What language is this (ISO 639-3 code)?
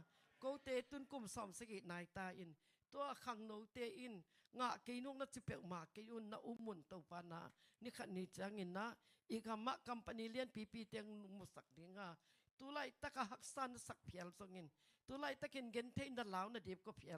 ctd